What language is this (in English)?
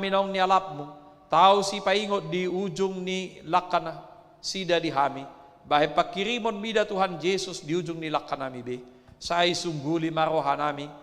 Batak Toba